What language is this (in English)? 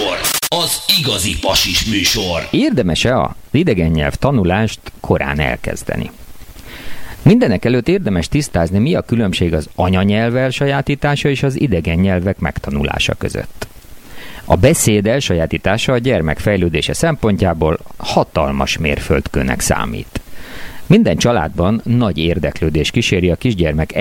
Hungarian